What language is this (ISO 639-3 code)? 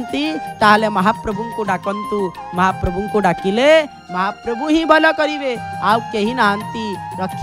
ori